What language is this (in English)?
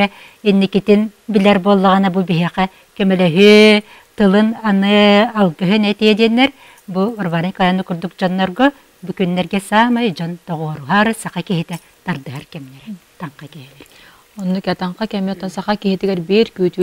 Yakut